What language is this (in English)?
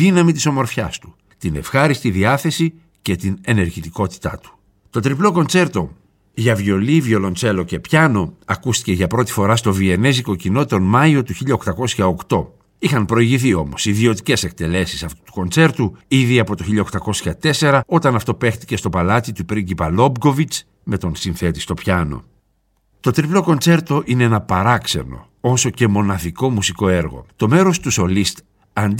Greek